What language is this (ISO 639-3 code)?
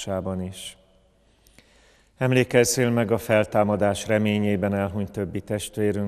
hun